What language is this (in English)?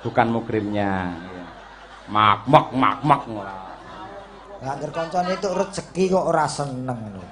Javanese